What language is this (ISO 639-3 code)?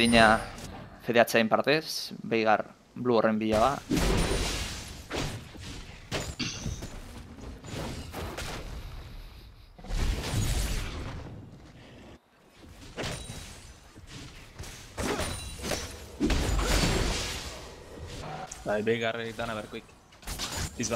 eus